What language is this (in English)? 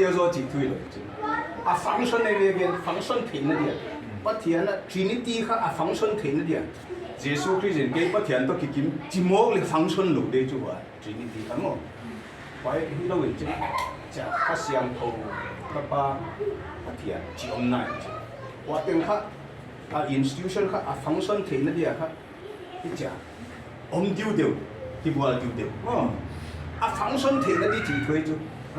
Tedim Chin